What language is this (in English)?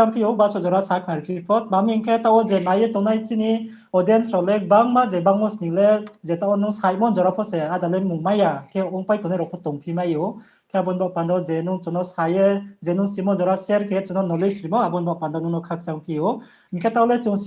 Riang (India)